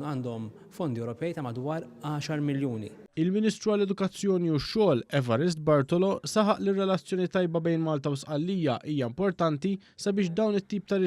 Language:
Maltese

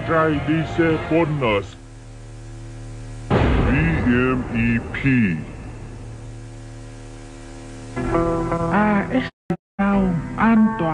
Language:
Vietnamese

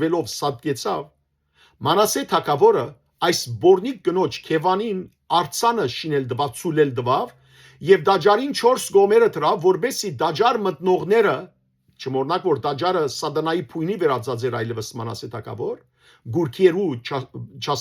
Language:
Western Armenian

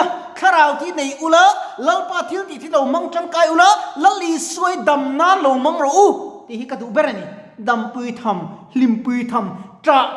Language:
Mizo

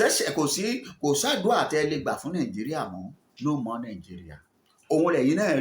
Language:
Yoruba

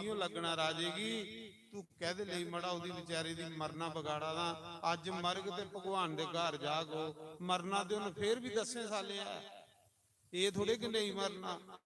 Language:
Dogri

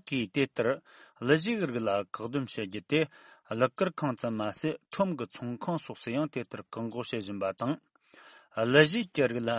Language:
Tibetan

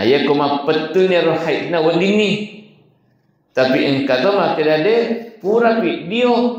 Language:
Buginese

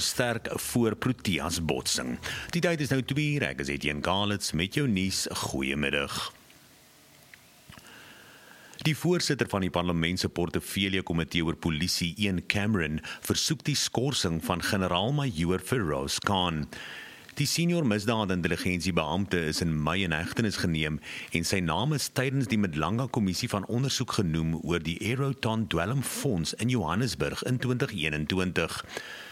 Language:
Afrikaans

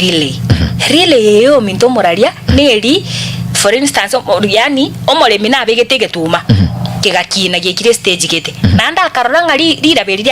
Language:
Gusii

